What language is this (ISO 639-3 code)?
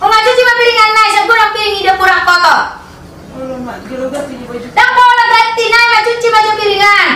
bbc